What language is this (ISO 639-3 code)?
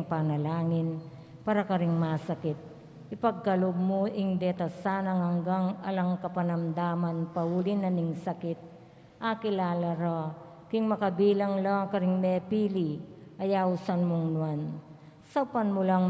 pam